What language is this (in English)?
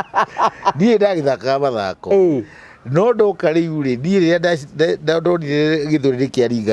Kikuyu